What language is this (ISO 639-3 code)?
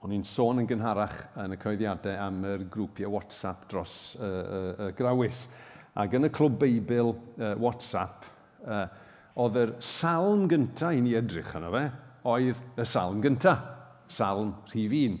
cym